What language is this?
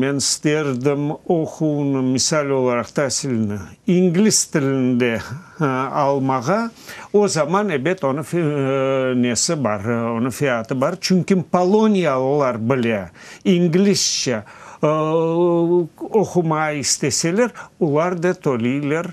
Crimean Tatar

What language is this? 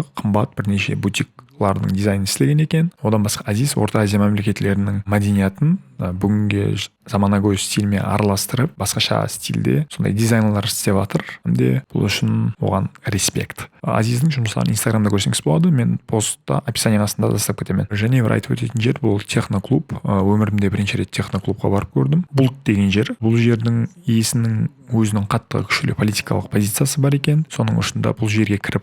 Kara-Kalpak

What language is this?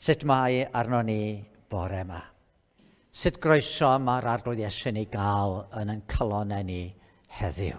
Welsh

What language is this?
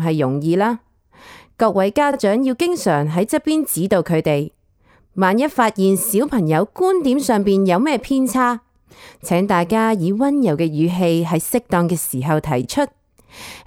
Cantonese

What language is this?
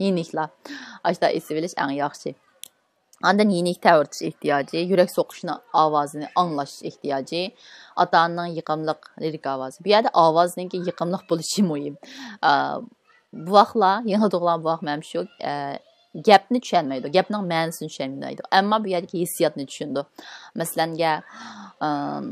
Uyghur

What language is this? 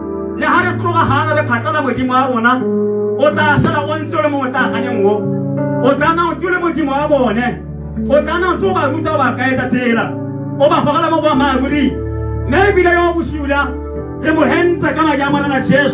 Tswana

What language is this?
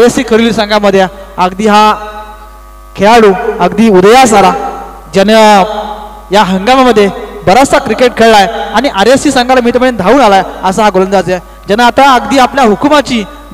Marathi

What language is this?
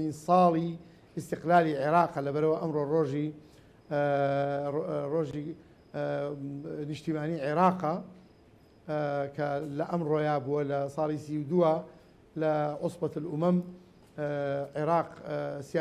Central Kurdish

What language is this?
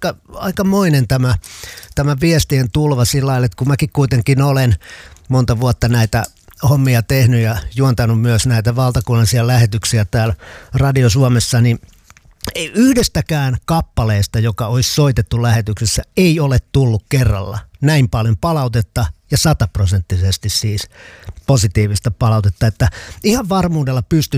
Finnish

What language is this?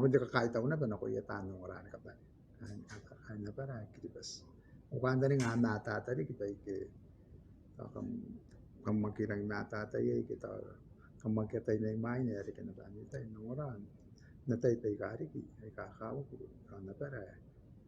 Gilbertese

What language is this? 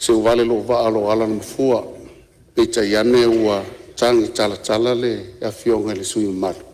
Samoan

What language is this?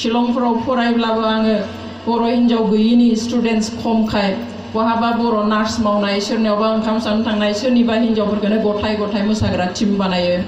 Bodo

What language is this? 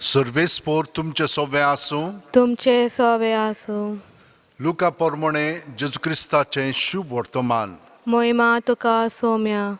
Konkani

